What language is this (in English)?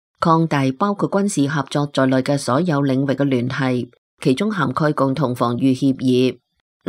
Cantonese